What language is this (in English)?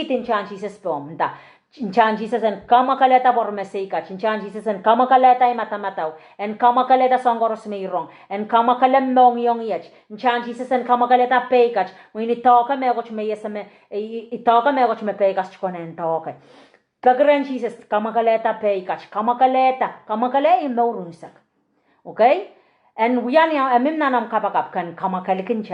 Pohnpeian